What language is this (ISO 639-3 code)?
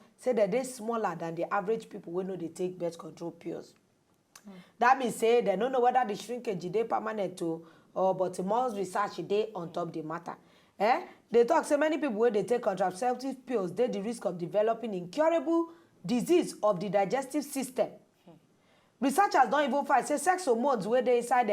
pcm